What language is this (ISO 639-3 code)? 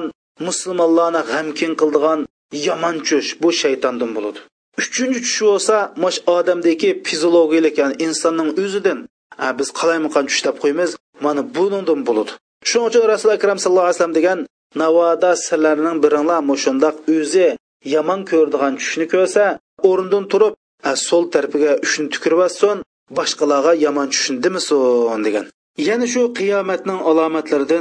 uig